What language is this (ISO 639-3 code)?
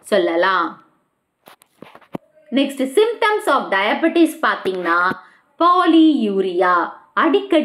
tam